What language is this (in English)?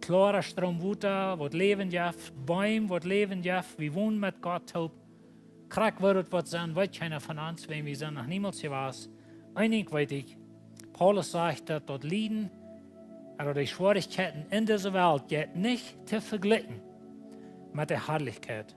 Plautdietsch